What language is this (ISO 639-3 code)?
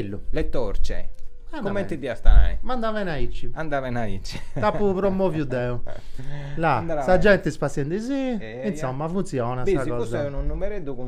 srd